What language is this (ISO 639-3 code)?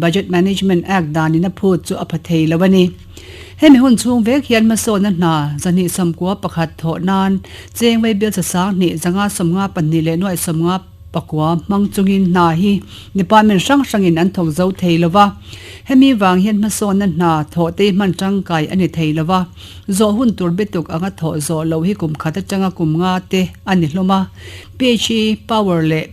lus